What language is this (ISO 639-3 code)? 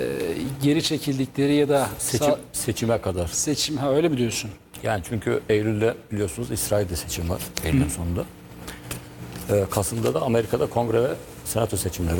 tur